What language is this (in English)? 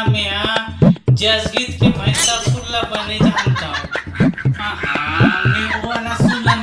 Chhattisgarhi